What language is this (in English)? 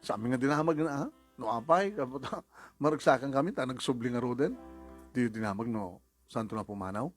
Iloko